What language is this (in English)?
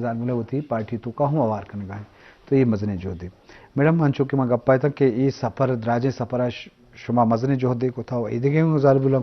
Eastern Balochi